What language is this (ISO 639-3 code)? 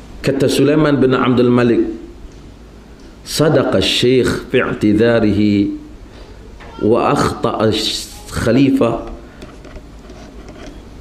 msa